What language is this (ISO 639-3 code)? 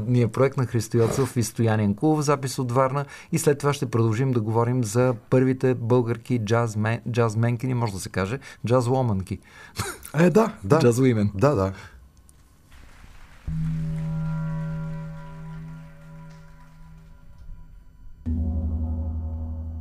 bul